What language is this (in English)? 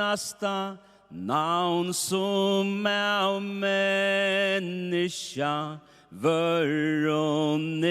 Faroese